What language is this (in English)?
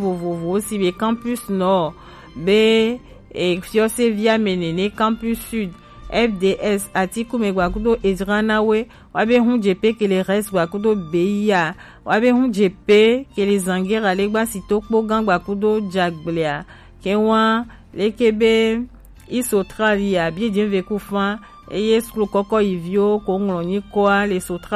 Gen